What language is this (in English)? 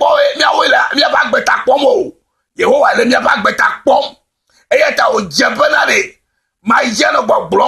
Ewe